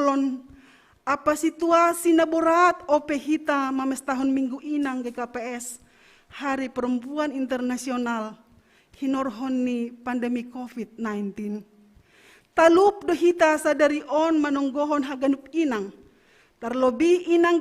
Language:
Batak Simalungun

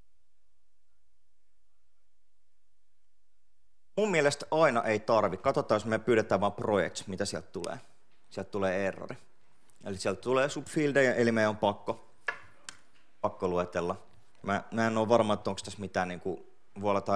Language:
Finnish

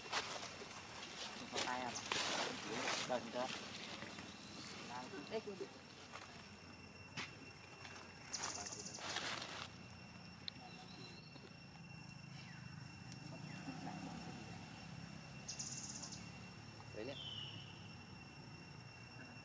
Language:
Vietnamese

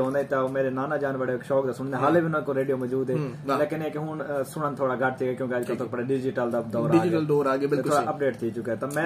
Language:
Saraiki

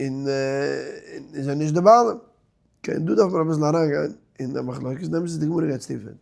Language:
Yiddish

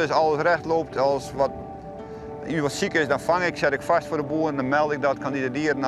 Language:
Western Frisian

